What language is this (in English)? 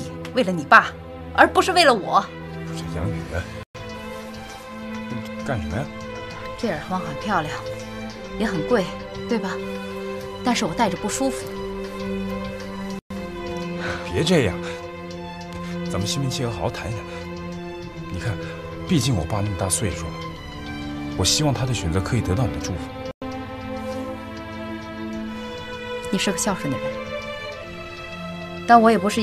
Chinese